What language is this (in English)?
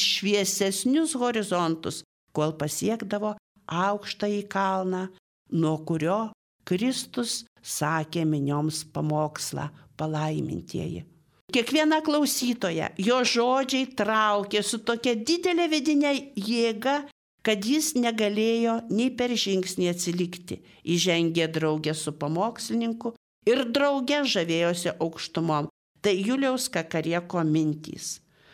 Lithuanian